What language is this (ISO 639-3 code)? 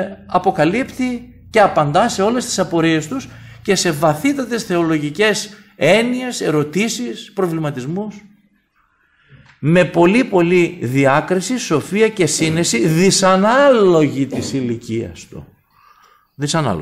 ell